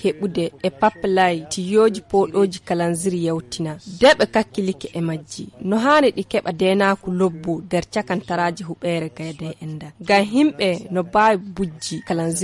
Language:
Nigerian Fulfulde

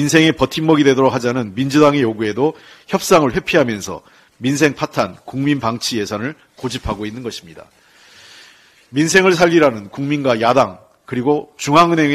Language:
Korean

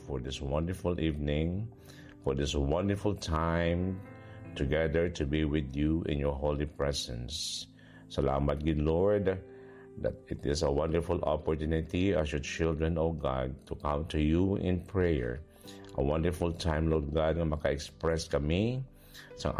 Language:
Hiligaynon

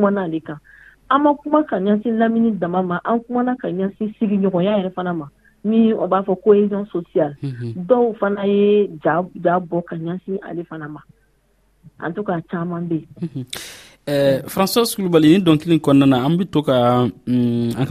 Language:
Dyula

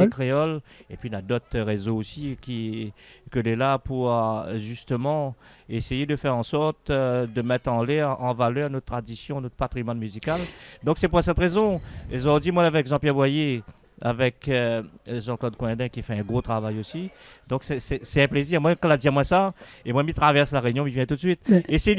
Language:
Réunion Creole French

